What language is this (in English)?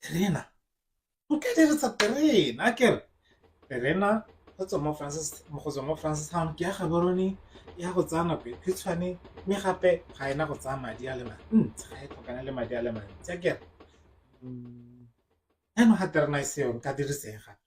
Tswana